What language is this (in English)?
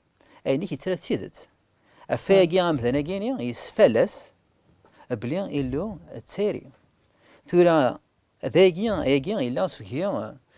Kabyle